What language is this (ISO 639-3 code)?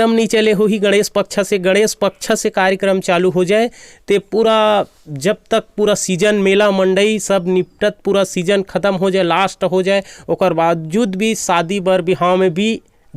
hne